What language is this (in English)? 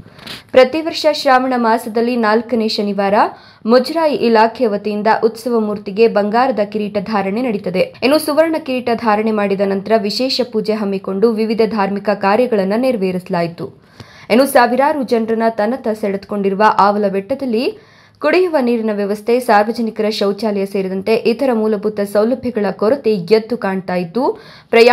Kannada